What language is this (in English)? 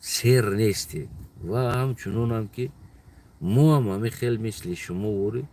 Tajik